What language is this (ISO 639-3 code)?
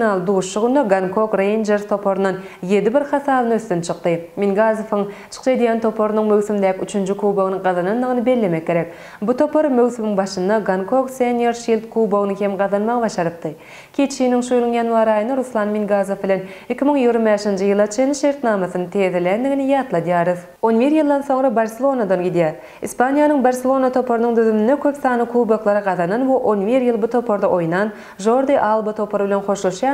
tuk